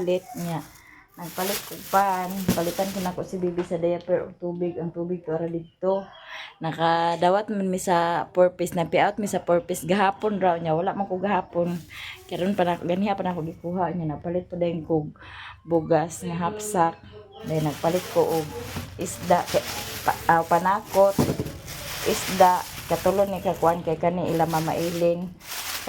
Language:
Cebuano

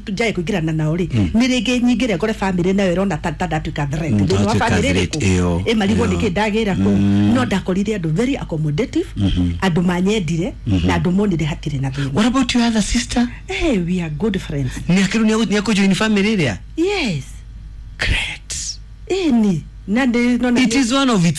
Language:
Kikuyu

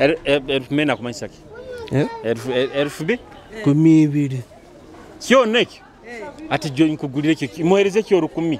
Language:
Nyoro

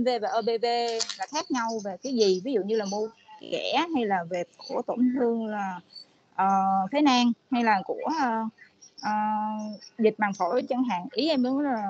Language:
Vietnamese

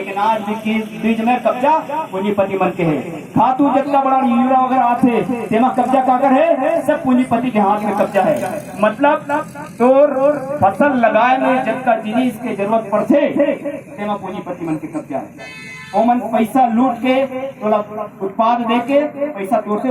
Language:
Chhattisgarhi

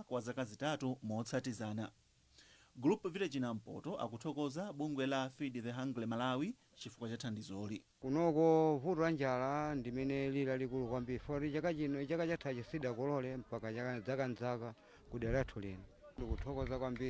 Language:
Nyanja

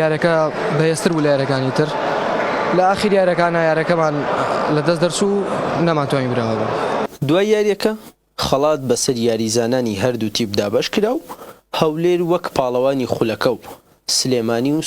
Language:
Central Kurdish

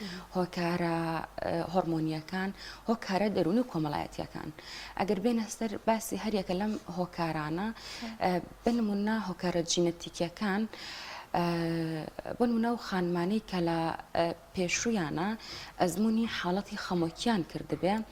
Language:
Central Kurdish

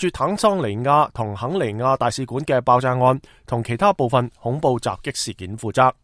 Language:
Cantonese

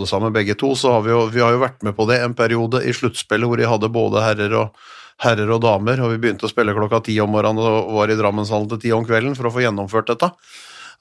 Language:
Norwegian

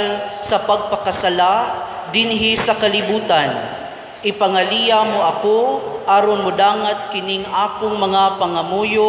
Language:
Cebuano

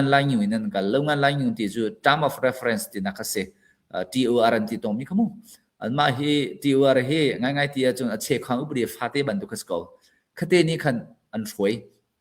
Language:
Hakha Chin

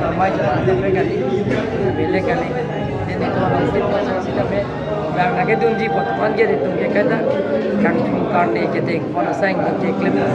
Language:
Karbi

